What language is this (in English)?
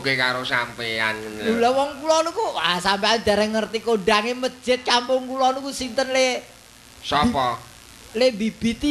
Javanese